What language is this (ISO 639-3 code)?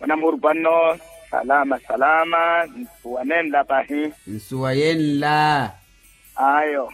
vmw